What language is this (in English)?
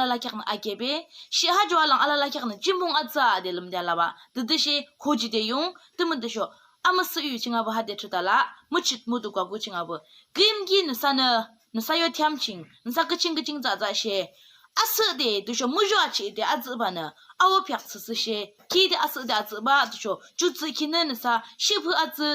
Yimchungru Naga